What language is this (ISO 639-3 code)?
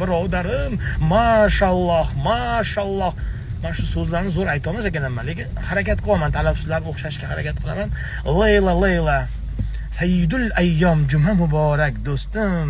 uzb